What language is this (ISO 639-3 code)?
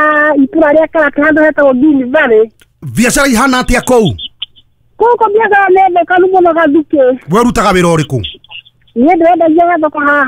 kik